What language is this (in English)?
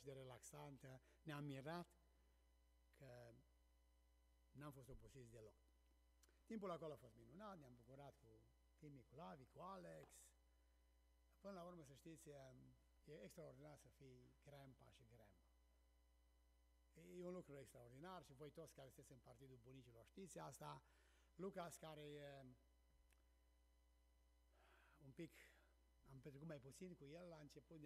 Romanian